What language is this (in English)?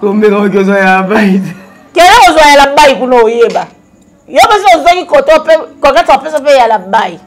Lingala